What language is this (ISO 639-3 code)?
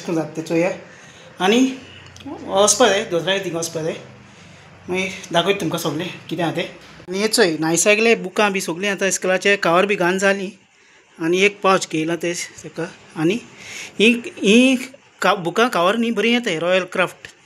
kok